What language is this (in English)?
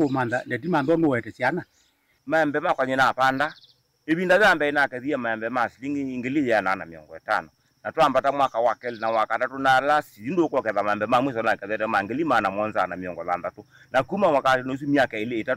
Kamba